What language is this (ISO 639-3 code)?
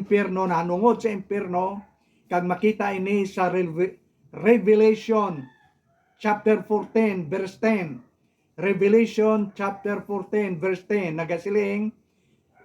hil